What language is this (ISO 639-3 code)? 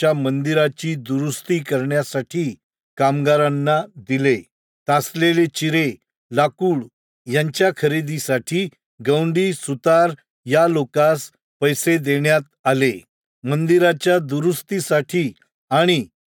mar